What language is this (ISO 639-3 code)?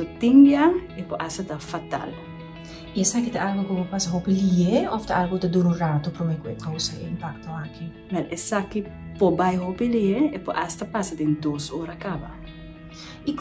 pap